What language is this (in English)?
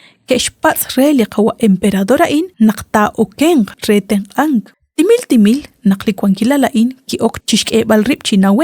Kekchí